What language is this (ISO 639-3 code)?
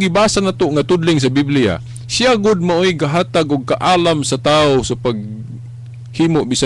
ceb